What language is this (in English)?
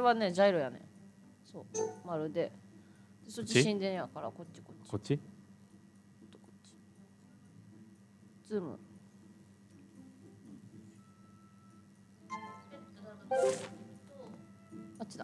Japanese